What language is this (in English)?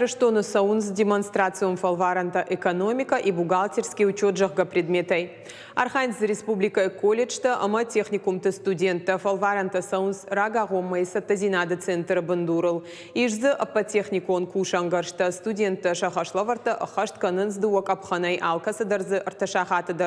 Ossetic